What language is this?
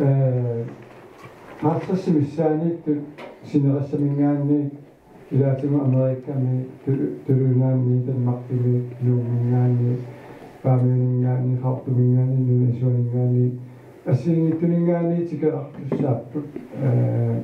Kalaallisut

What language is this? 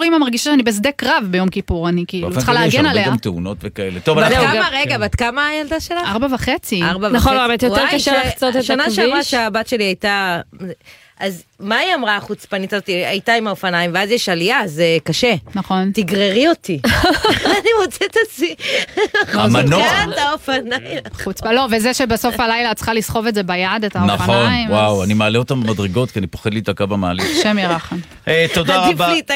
Hebrew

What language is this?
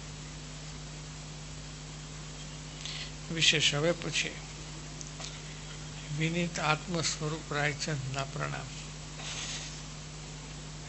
Gujarati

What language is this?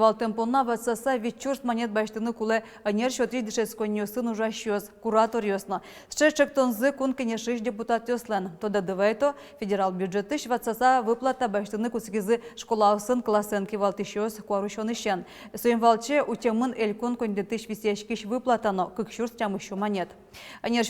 Udmurt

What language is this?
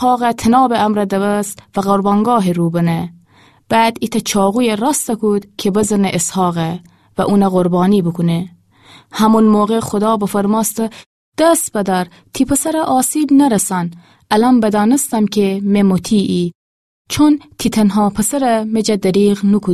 Gilaki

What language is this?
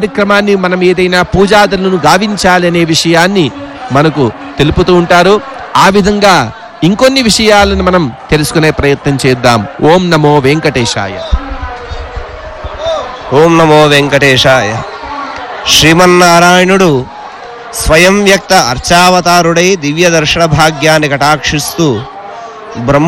Telugu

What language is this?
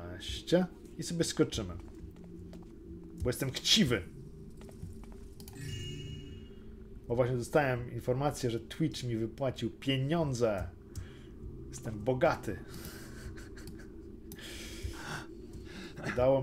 Polish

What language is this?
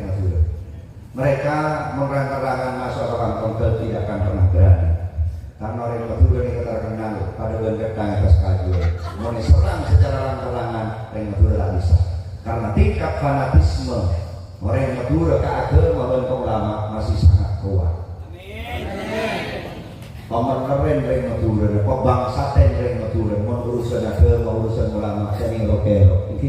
Madurese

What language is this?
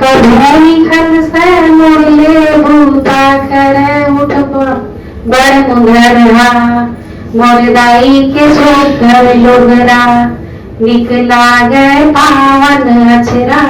Chhattisgarhi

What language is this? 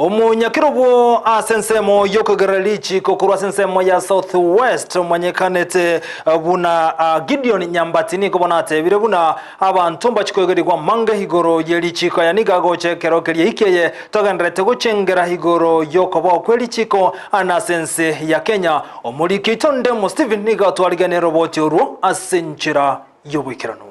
Gusii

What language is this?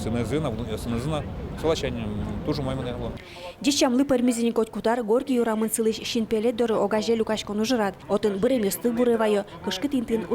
Udmurt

